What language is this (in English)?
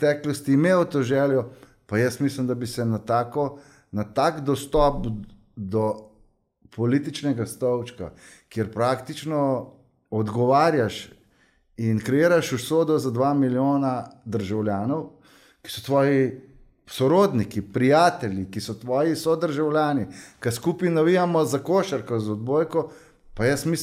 Slovenian